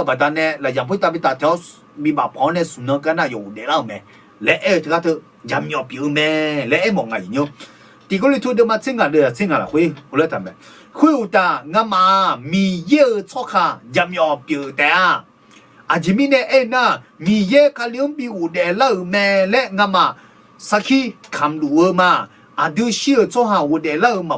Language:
Akha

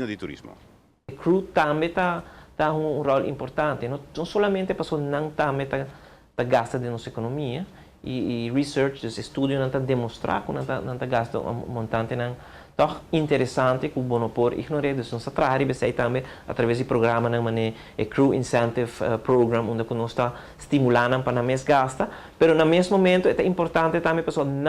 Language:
Papiamento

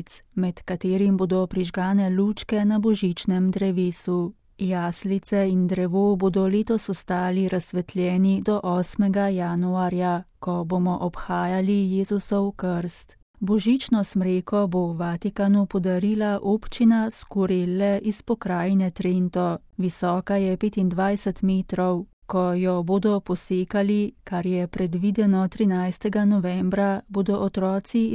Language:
Slovenian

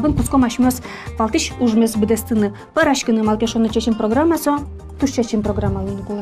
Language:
Udmurt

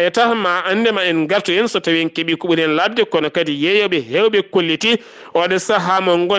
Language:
Fula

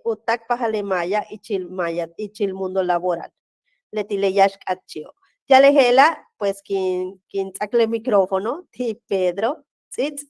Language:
Yucateco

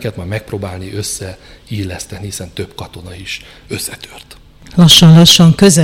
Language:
Hungarian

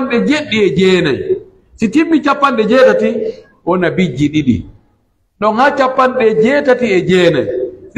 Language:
Pular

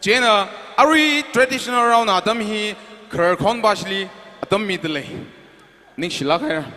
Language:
Tangkhul Naga (India)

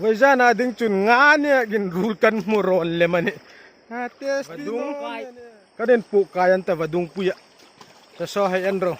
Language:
Hmar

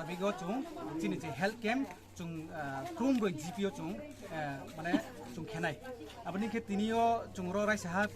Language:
Kok Borok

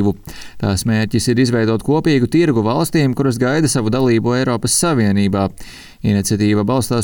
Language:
Latvian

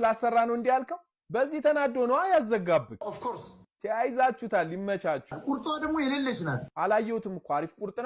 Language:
Amharic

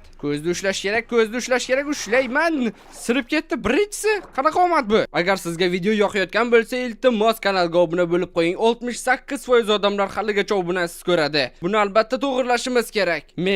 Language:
Uzbek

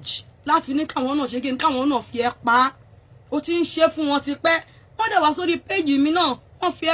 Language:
Yoruba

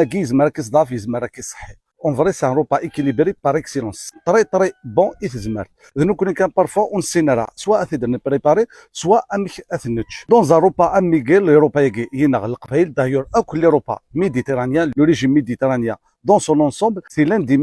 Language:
Kabyle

